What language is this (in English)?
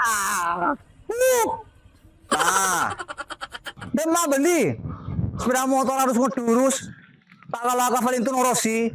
Madurese